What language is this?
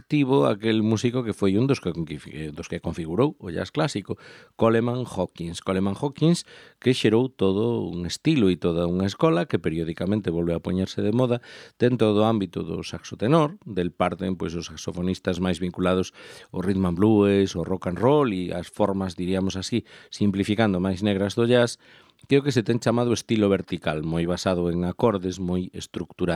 Galician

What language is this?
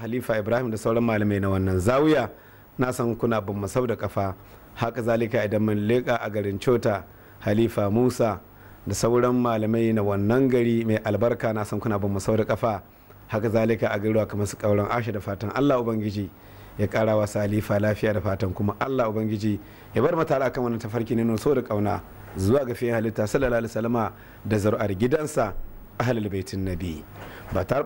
Hausa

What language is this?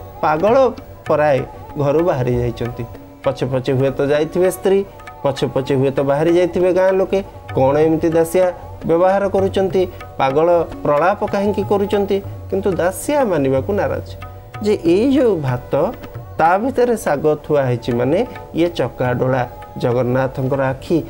Odia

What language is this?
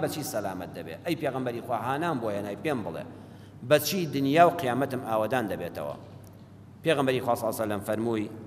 Central Kurdish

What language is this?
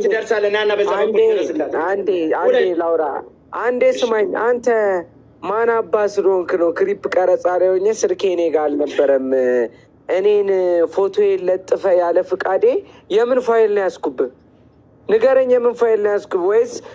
Amharic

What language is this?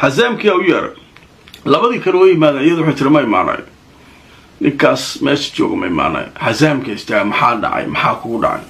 Somali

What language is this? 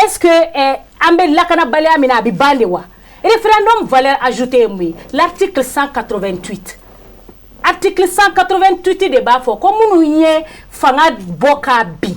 Bambara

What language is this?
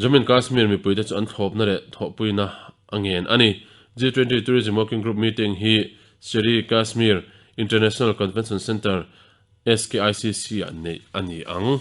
Mizo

